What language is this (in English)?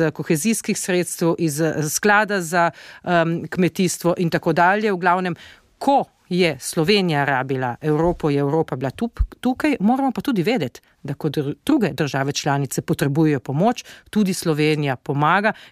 Slovenian